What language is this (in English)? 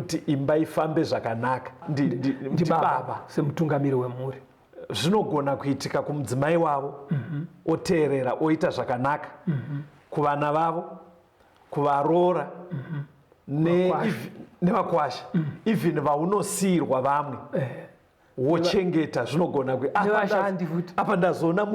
Shona